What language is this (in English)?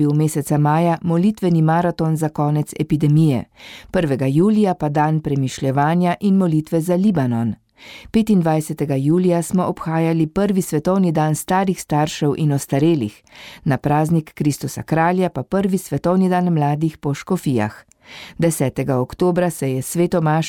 Slovenian